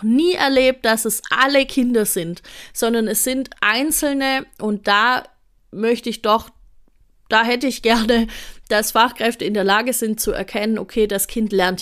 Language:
German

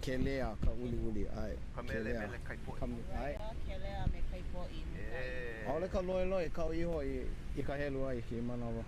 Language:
Hawaiian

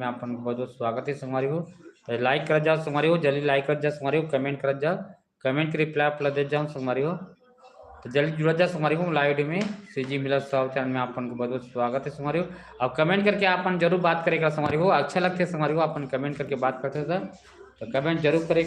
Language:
Chhattisgarhi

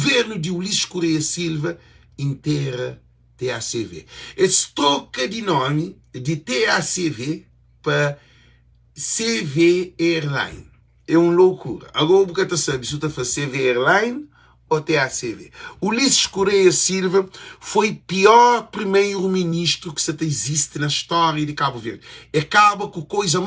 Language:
Kabuverdianu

